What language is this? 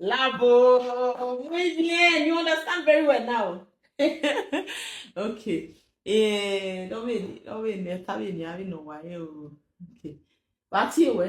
Bini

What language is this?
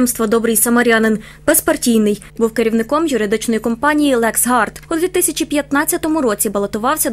Ukrainian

